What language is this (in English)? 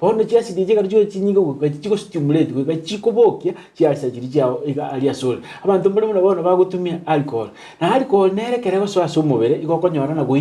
Gusii